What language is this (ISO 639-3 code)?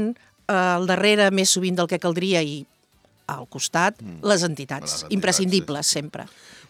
cat